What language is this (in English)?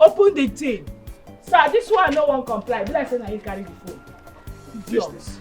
Nigerian Pidgin